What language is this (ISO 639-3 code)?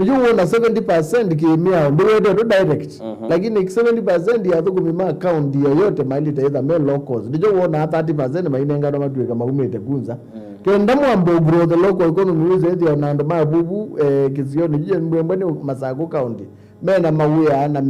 kam